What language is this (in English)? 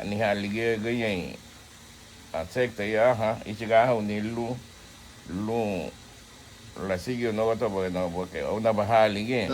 Garifuna